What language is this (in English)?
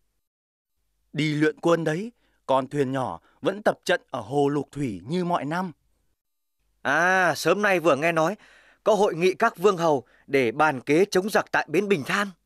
Vietnamese